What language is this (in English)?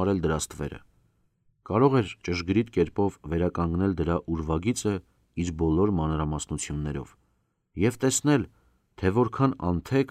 Armenian